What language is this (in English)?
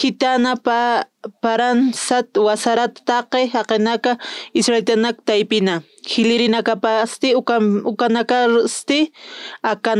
Aymara